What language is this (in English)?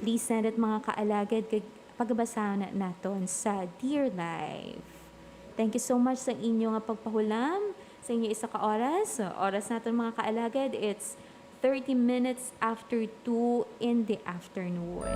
Hiligaynon